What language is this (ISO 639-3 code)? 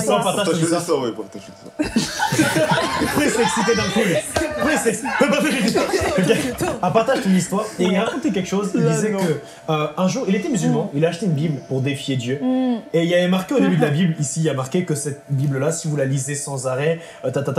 fra